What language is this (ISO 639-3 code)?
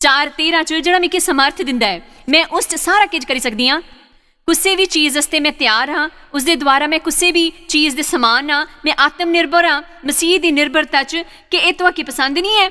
doi